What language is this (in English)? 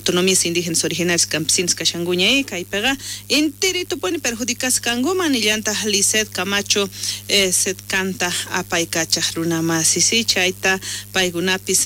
South Bolivian Quechua